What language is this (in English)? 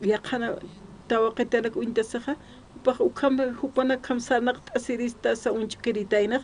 Aymara